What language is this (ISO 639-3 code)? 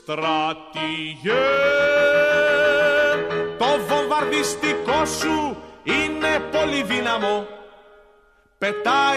ell